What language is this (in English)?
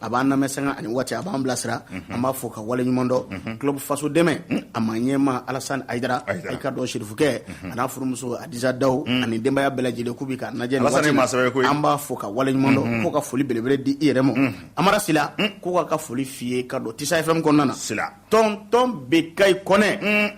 Bambara